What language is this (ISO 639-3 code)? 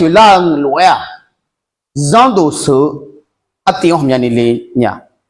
ahk